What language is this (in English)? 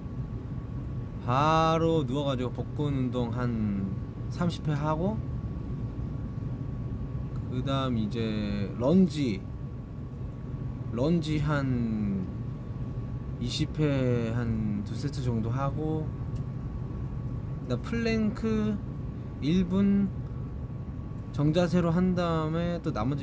Korean